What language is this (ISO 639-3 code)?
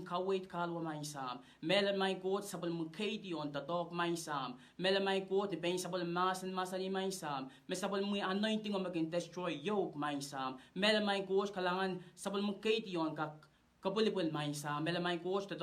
pon